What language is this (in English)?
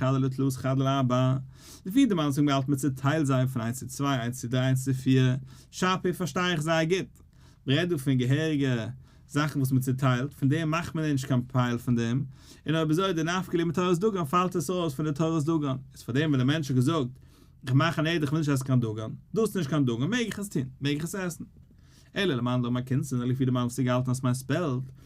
Yiddish